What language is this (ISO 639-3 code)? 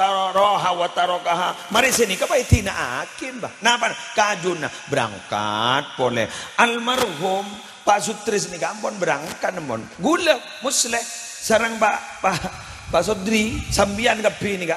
mad